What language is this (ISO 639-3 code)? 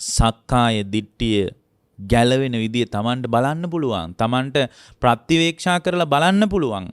sin